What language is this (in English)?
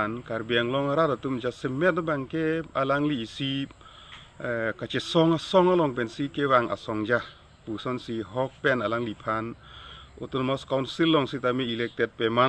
Karbi